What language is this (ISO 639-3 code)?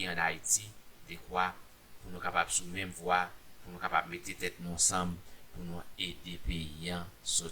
hat